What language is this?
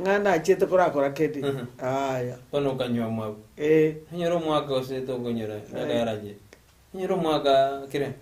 Gusii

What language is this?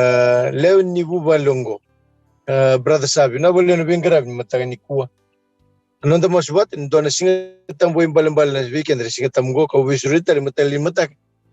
Fijian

